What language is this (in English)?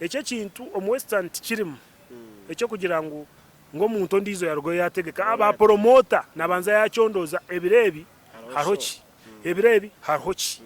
Nyankole